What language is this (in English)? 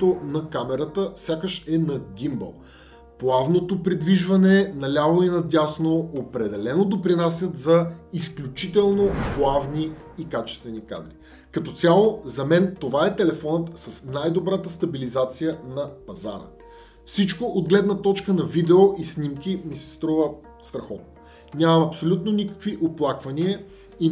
Bulgarian